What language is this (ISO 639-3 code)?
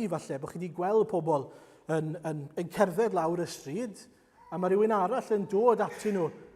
cym